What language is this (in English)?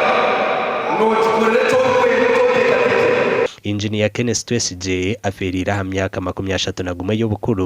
Nyankole